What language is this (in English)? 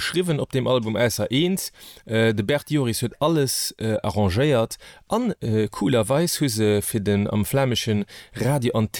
Luxembourgish